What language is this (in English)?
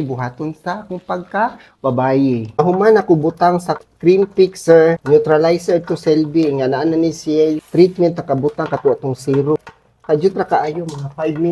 Cebuano